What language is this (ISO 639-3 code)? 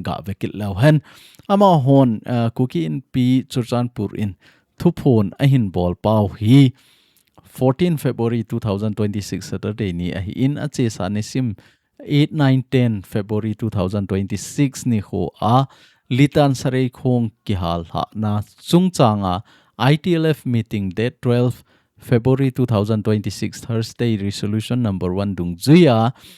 tcz